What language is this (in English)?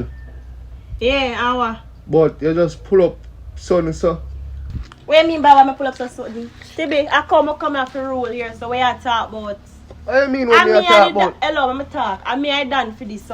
Jamaican Creole English